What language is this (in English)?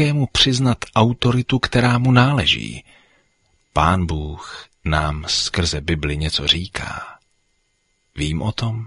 Czech